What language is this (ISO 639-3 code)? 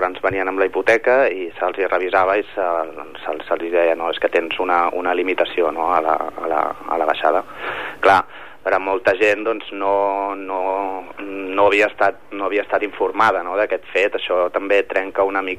cat